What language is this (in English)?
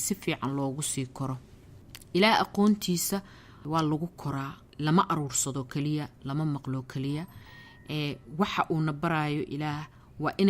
Somali